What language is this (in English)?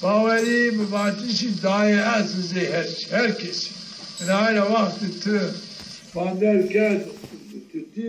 Zaza